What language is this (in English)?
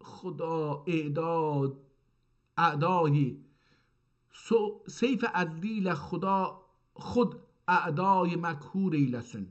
South Azerbaijani